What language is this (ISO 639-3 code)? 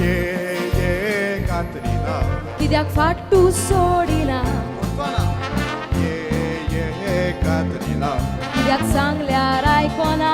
kok